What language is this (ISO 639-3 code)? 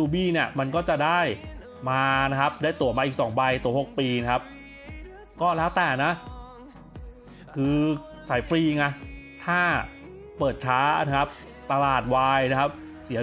tha